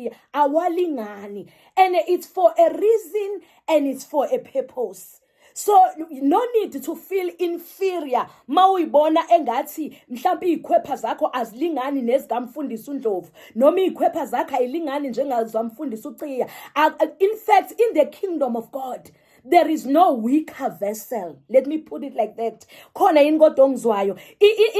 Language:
Zulu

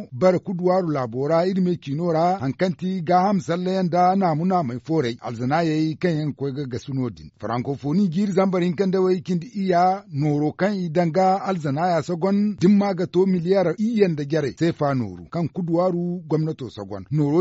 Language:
Zarma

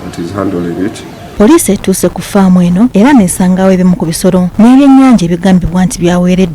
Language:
Ganda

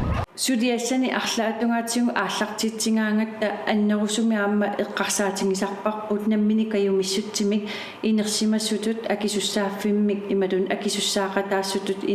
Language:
Kalaallisut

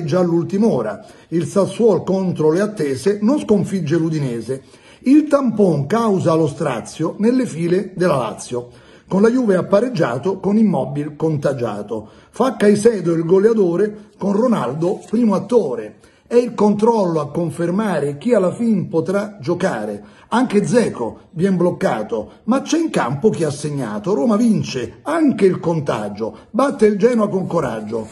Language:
Italian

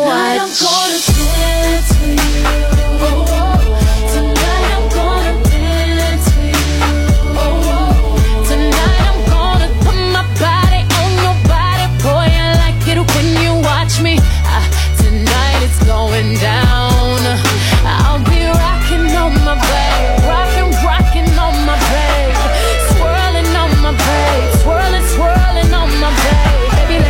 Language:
English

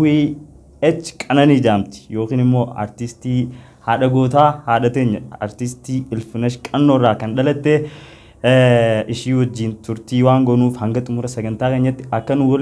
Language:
Oromo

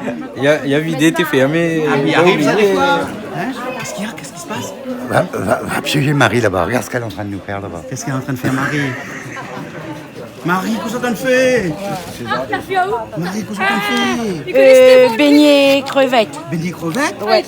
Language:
Réunion Creole French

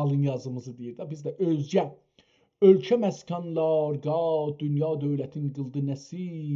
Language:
South Azerbaijani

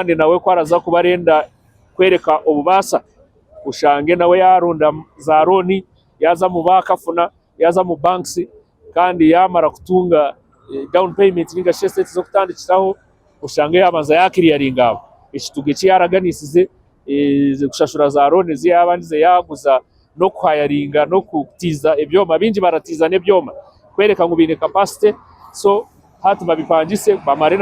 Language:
Nyankole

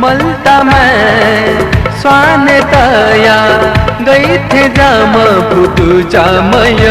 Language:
Newari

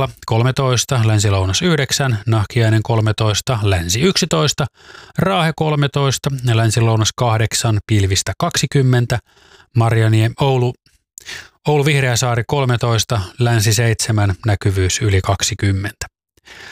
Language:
Finnish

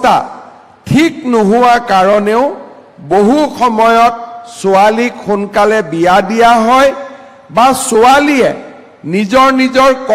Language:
Assamese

